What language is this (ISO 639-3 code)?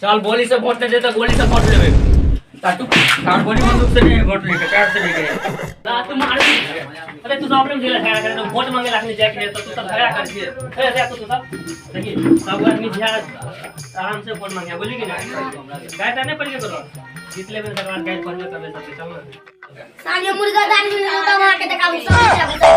mai